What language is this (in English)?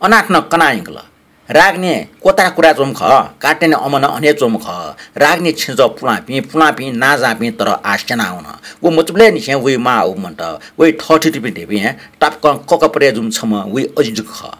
Newari